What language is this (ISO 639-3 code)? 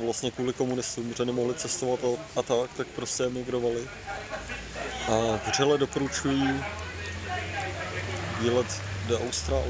ces